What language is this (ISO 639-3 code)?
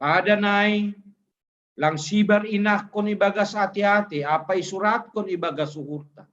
bts